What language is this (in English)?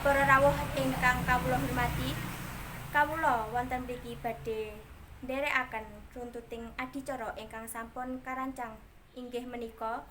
Javanese